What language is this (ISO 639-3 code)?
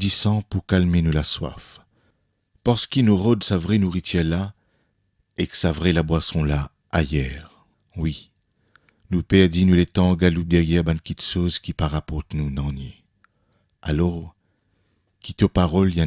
mfe